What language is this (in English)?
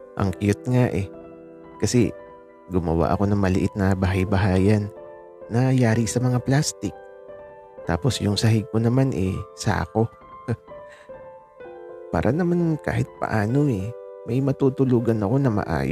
Filipino